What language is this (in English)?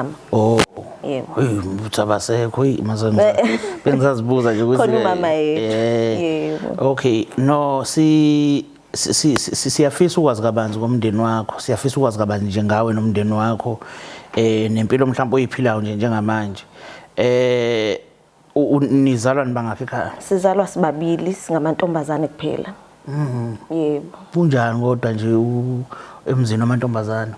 Zulu